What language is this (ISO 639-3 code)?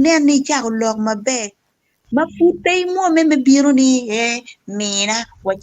ach